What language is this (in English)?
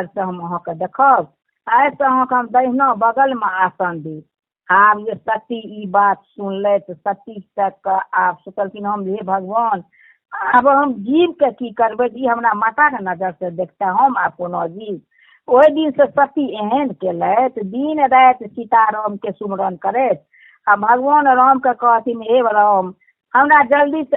Maithili